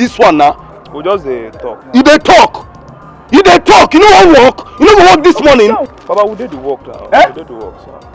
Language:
Nigerian Pidgin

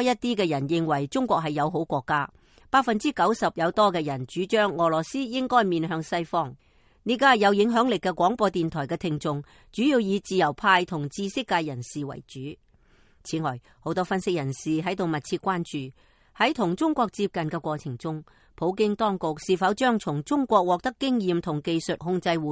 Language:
Cantonese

